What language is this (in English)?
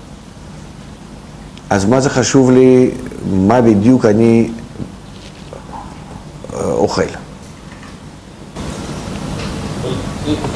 Hebrew